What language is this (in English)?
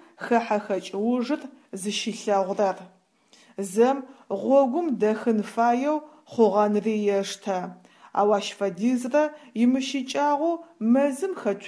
Adyghe